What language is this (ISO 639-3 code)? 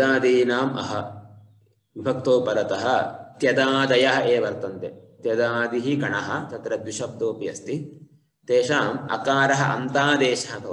san